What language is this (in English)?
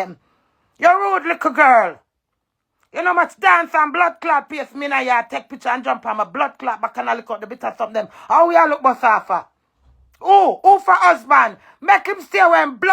Jamaican Creole English